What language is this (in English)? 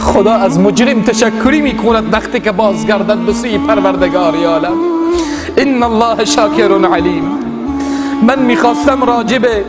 Persian